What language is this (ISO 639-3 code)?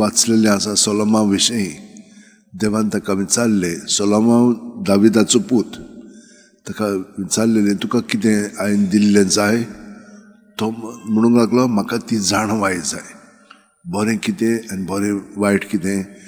kok